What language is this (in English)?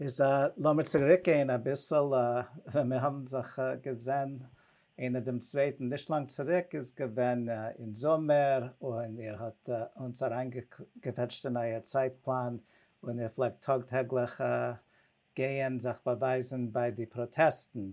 Yiddish